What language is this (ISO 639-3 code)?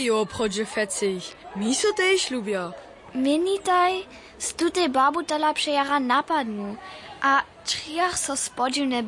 hsb